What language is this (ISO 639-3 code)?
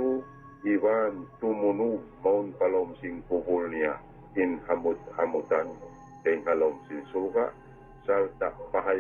tsg